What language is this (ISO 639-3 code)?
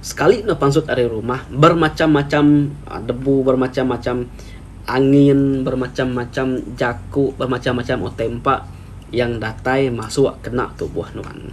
iba